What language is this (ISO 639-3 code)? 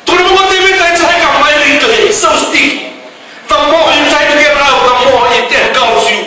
fij